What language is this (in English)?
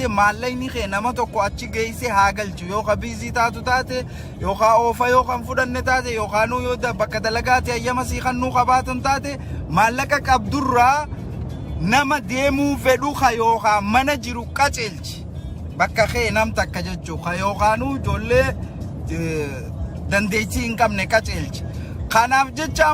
Oromo